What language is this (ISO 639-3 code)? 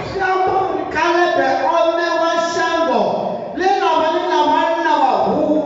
ven